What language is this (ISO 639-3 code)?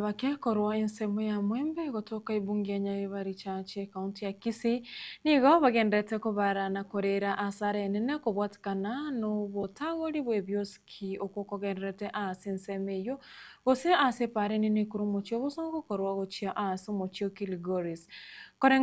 guz